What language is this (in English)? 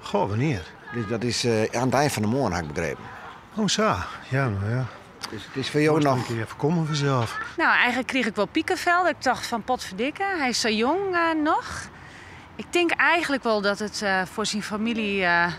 Western Frisian